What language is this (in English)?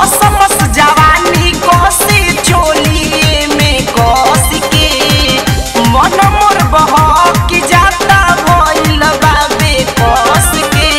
Bhojpuri